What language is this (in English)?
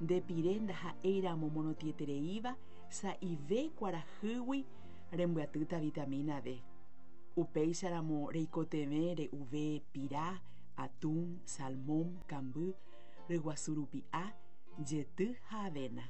Guarani